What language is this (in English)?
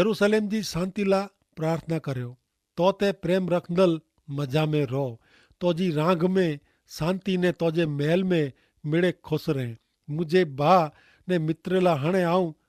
Kachhi